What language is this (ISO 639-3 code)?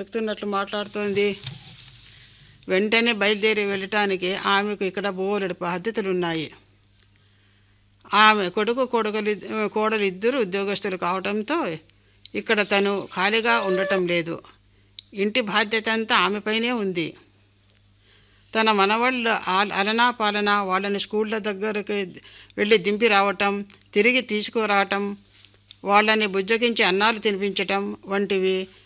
tel